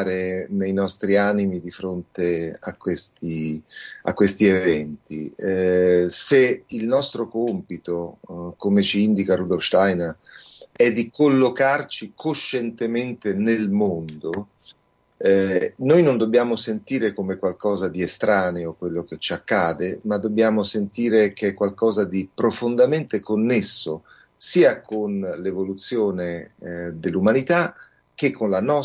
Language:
Italian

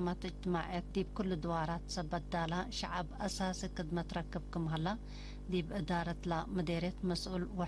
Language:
Tigre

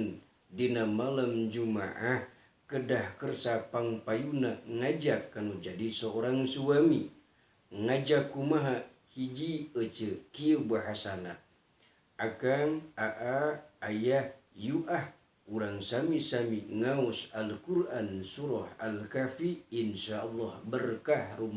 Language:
Sundanese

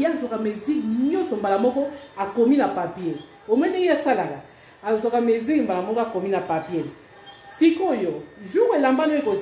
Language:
Lingala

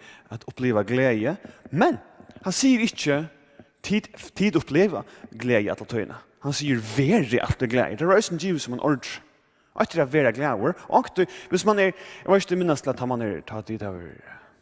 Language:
Faroese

